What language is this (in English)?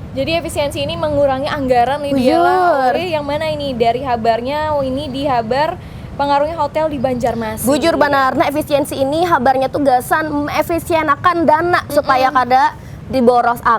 Banjar